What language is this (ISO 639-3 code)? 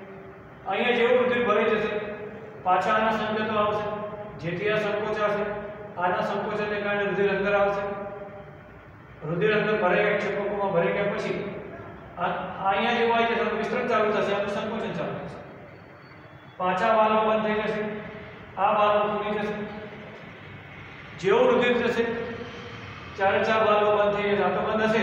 guj